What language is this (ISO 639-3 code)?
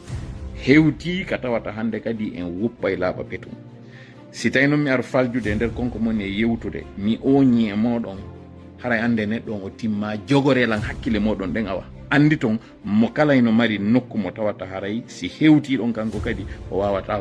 ful